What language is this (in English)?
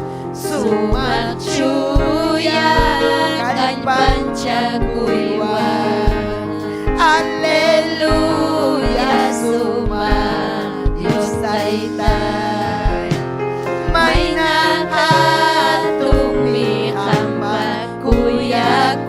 Ayacucho Quechua